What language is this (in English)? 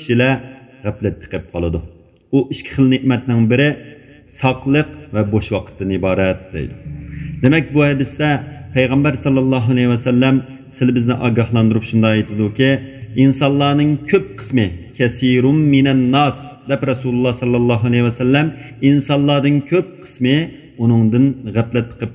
Uyghur